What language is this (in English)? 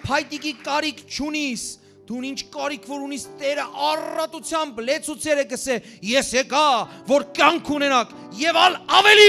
Western Armenian